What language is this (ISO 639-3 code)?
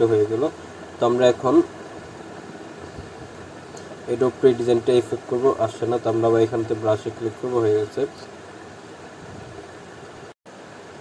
ben